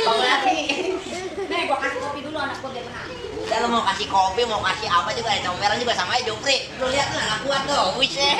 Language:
Betawi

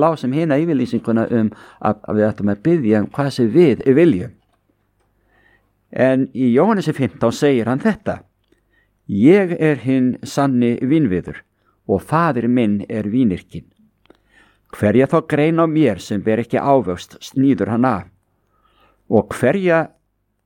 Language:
Icelandic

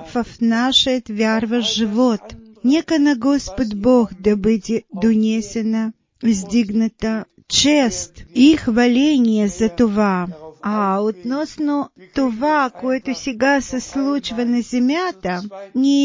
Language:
Bulgarian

